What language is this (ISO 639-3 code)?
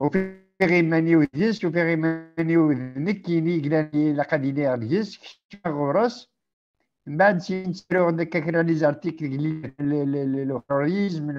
kab